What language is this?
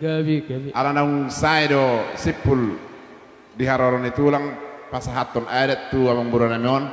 Batak Toba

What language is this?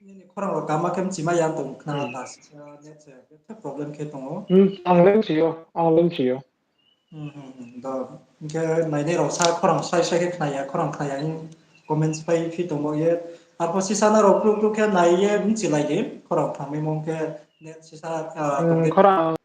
Riang (India)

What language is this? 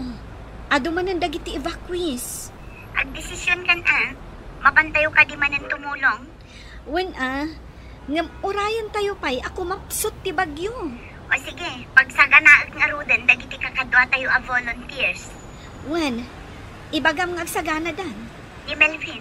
Iloko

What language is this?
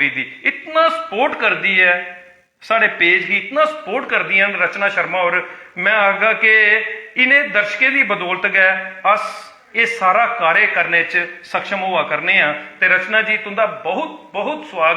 Dogri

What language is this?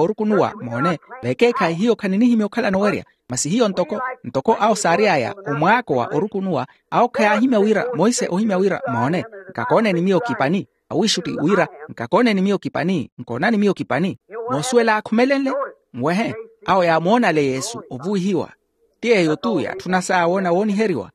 Makhuwa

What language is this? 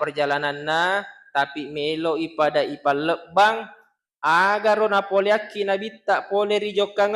Buginese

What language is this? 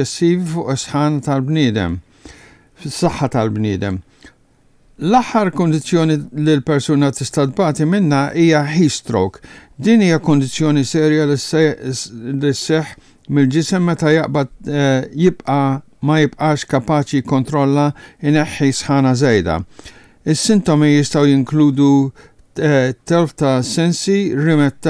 Maltese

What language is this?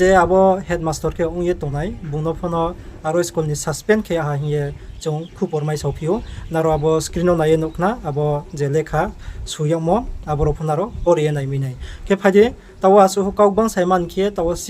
Riang (India)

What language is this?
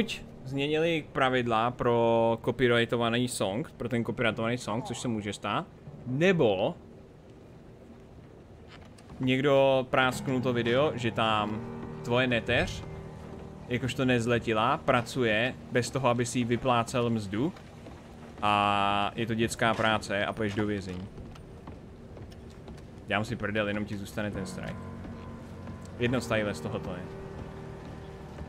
Czech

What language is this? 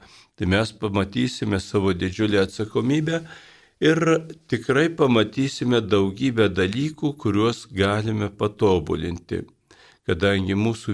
Lithuanian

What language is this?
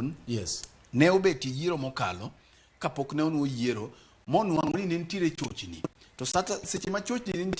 Luo (Kenya and Tanzania)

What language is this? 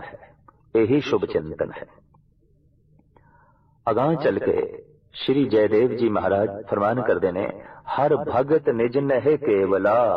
Punjabi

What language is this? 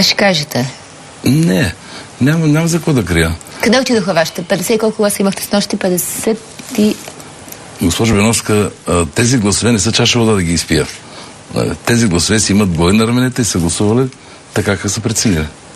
Bulgarian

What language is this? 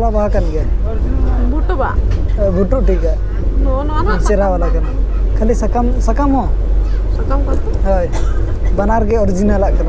Santali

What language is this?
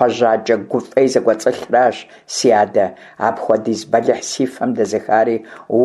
Kabardian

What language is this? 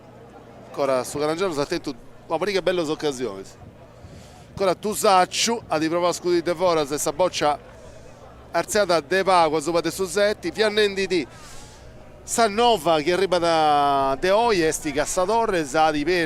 Sardinian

